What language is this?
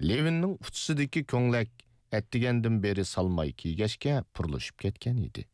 Uyghur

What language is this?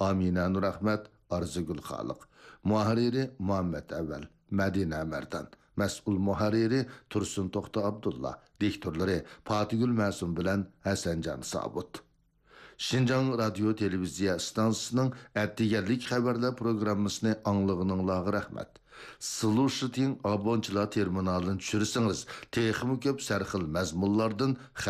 Uyghur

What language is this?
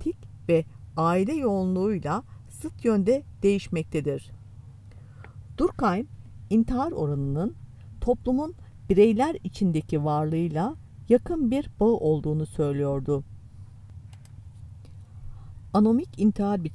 Turkish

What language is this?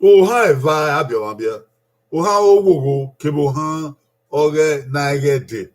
Bini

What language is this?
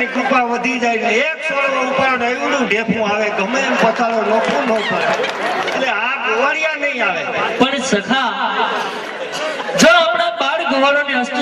Gujarati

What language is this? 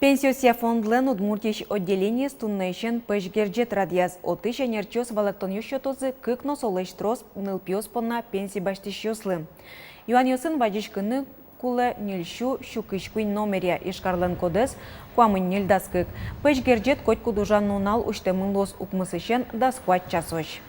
Udmurt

